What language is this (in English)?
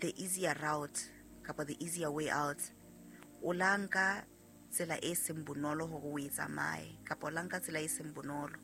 Southern Sotho